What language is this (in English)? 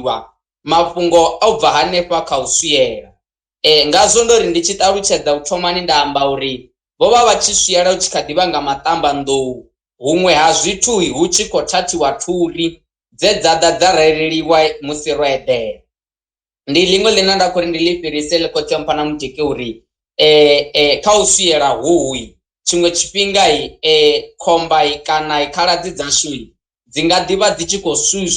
Venda